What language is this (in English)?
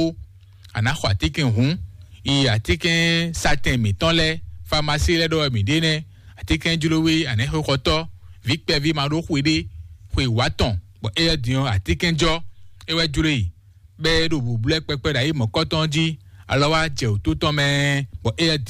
Fon